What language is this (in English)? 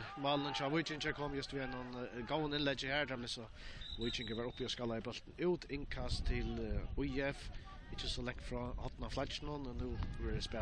Faroese